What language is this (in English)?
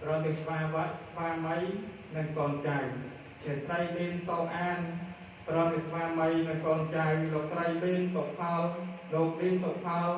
Khmer